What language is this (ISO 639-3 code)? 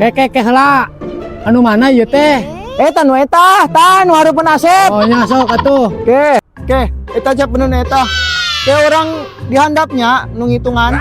sun